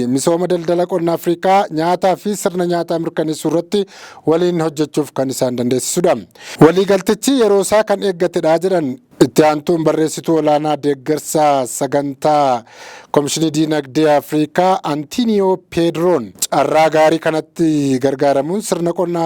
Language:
Oromo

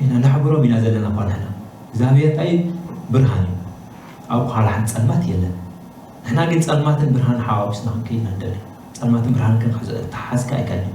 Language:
Tigrinya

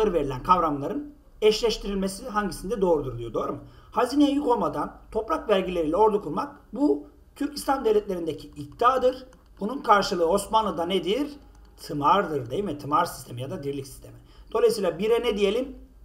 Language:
Turkish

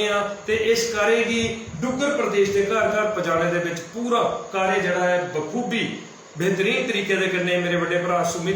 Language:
Dogri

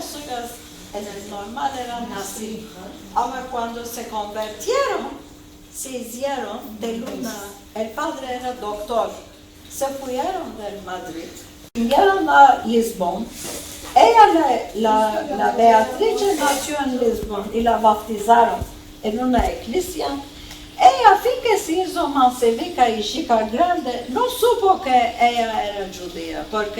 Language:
Ladino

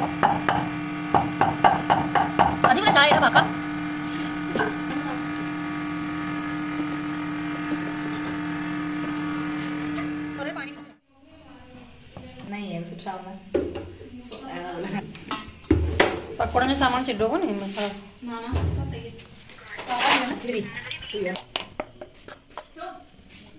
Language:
Hindi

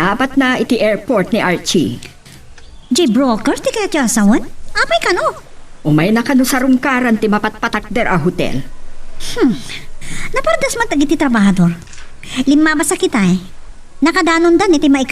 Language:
Iloko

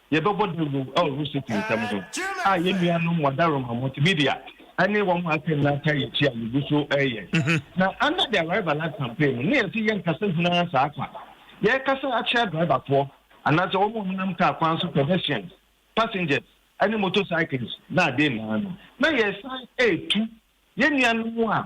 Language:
Akan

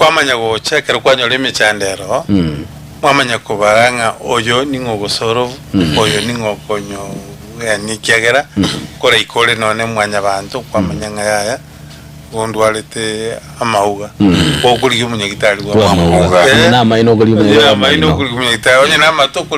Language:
Gusii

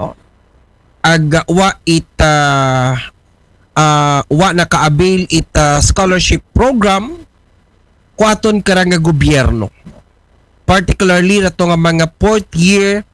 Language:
Aklanon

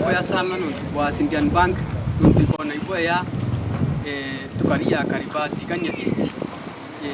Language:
Meru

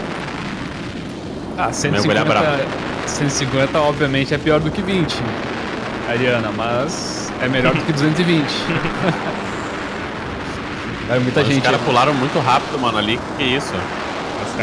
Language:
Portuguese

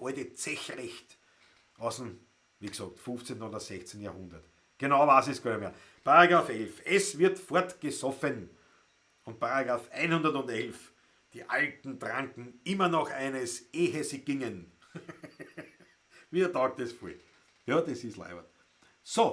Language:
Bavarian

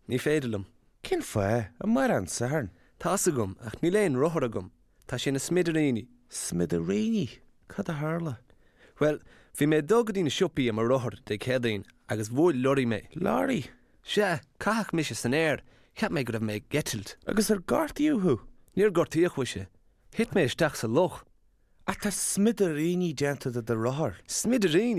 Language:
Irish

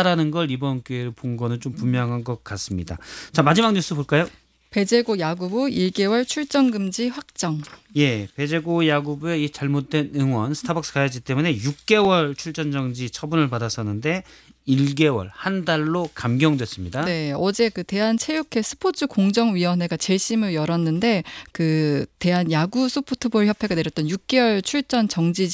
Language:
Korean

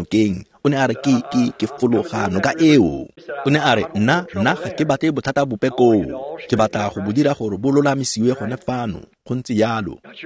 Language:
Tswana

